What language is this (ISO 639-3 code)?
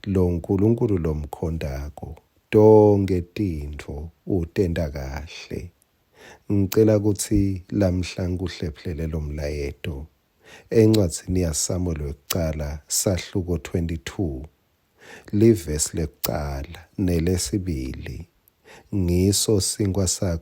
ssw